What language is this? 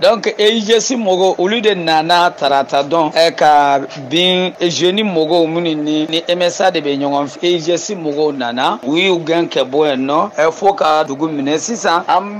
Bambara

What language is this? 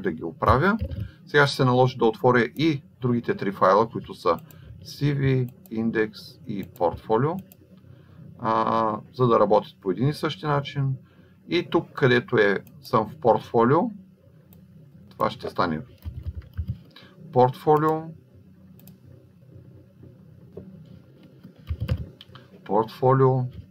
Bulgarian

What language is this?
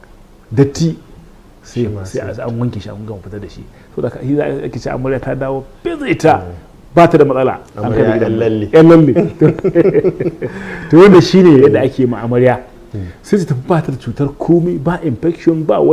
Hausa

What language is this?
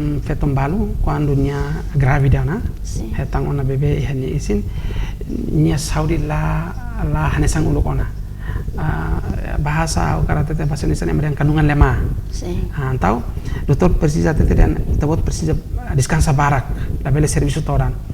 Tetum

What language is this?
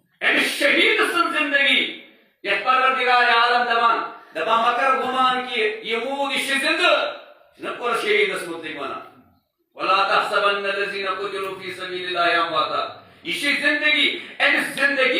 Kashmiri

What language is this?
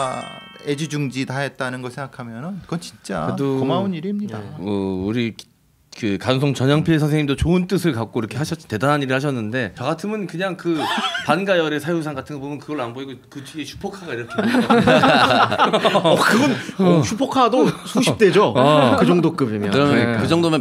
Korean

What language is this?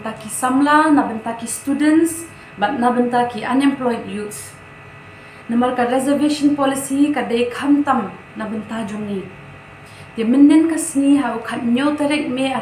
Khasi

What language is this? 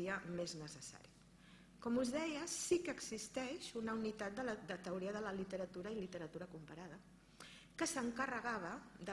Catalan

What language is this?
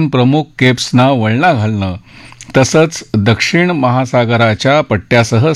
Marathi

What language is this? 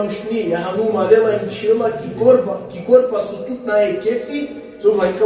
Balkan Romani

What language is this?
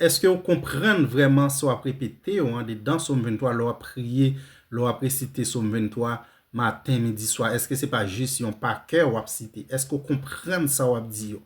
Haitian Creole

